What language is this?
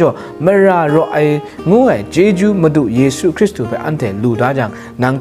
Kachin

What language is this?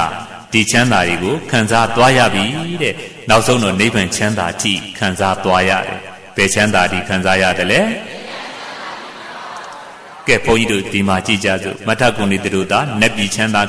Burmese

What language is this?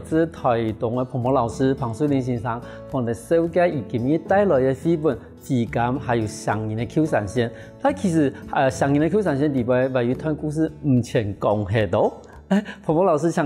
Hakka Chinese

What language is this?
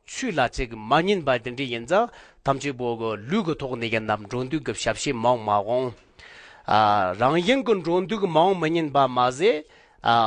Tibetan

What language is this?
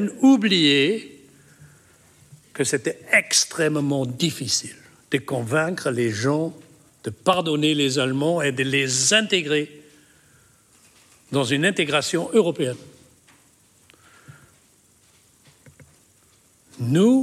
French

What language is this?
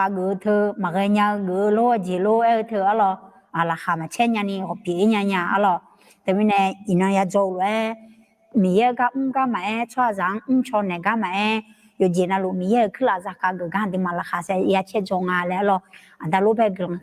Akha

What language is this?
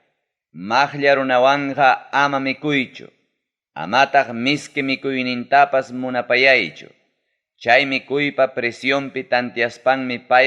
Ayacucho Quechua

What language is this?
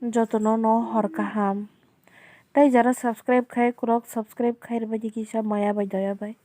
Kok Borok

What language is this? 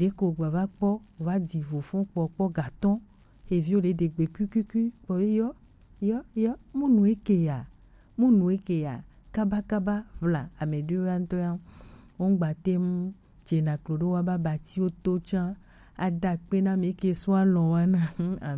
Gen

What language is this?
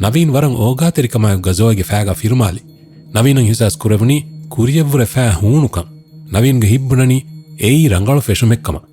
Divehi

